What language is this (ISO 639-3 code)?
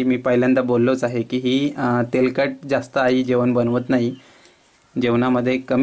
mar